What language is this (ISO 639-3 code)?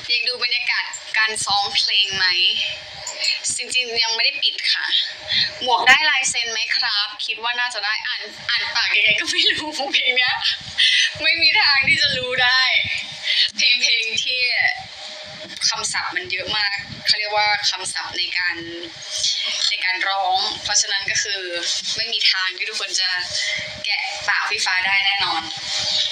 tha